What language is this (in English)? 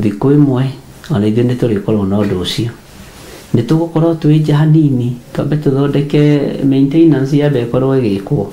Kikuyu